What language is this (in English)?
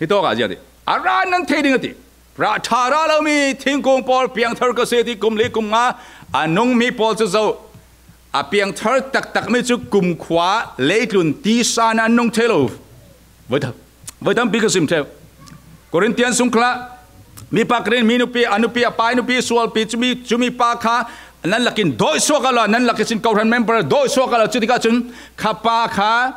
Falam Chin